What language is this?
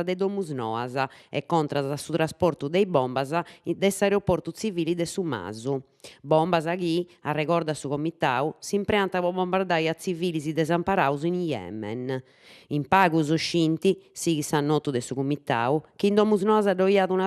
Sardinian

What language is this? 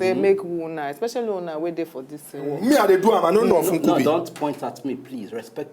Nigerian Pidgin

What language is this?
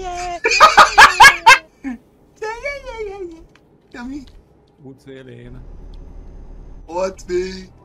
Hungarian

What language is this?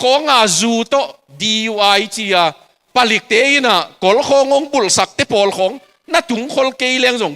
Tedim Chin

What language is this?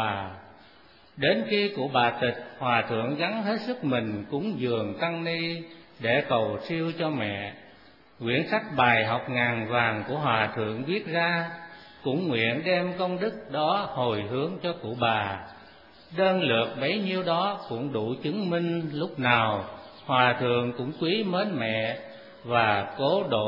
Vietnamese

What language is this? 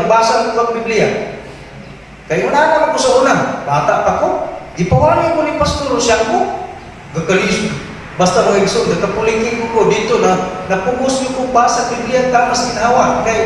Cebuano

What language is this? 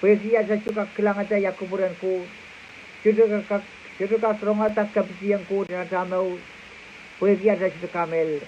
Pohnpeian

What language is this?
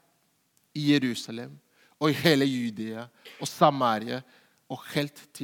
Norwegian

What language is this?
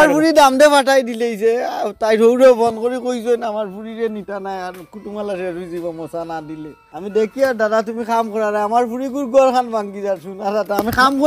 Sylheti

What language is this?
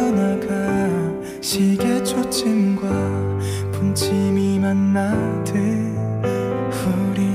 Korean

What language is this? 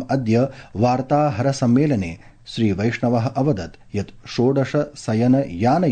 Sanskrit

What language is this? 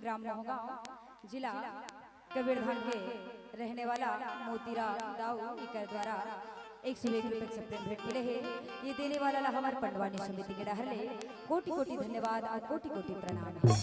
Chhattisgarhi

